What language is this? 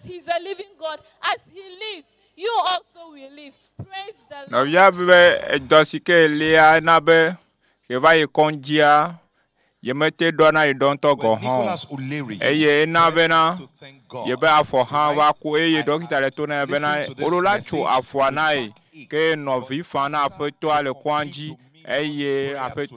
Ewe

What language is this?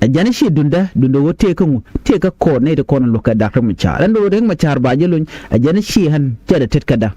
Nuer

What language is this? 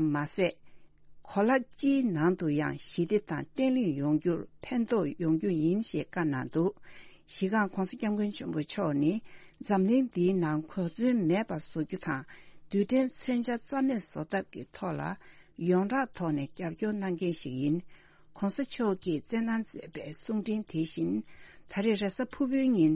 Tibetan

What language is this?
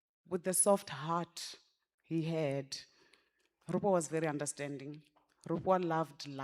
Venda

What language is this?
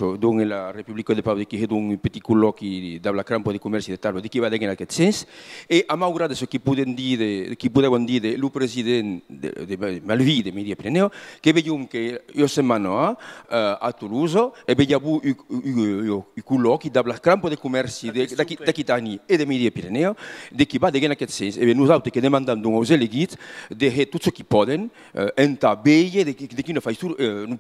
Occitan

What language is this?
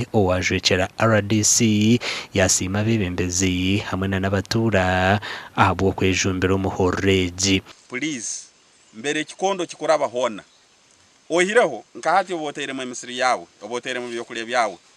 Nyankole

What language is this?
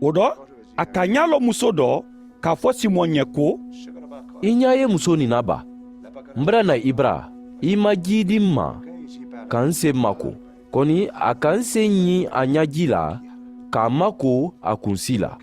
Mandingo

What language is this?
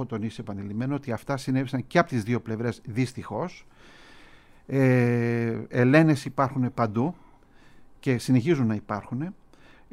Greek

